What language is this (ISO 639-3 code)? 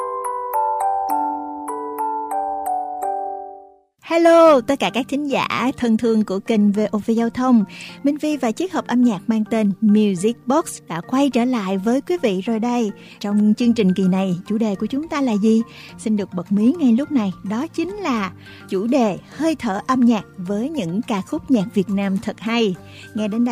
vie